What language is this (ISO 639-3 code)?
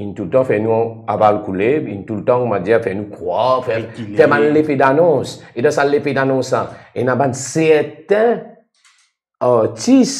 mfe